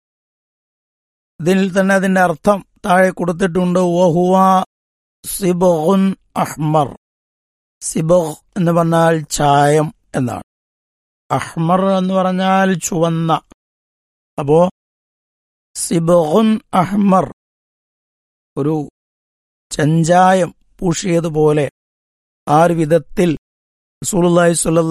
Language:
Malayalam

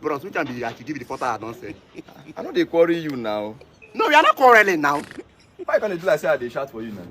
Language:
Nigerian Pidgin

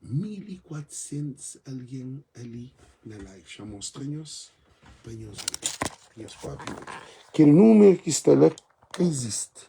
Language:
Kabuverdianu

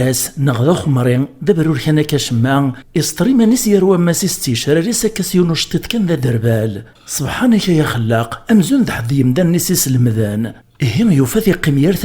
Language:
Kabyle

